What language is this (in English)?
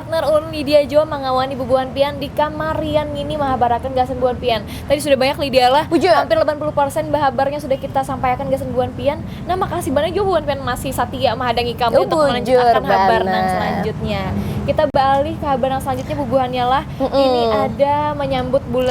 Banjar